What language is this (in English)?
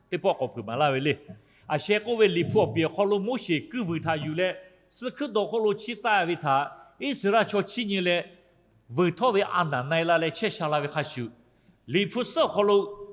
Lahu